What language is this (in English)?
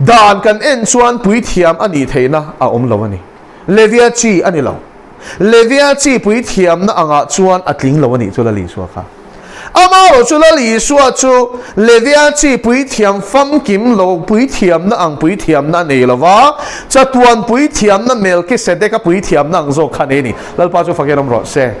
Mizo